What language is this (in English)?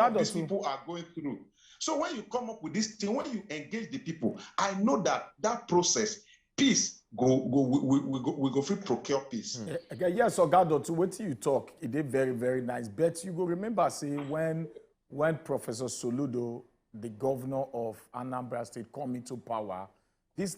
Nigerian Pidgin